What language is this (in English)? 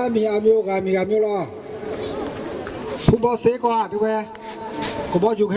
S'gaw Karen